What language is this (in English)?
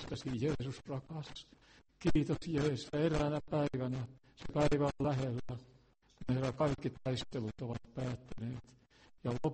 Finnish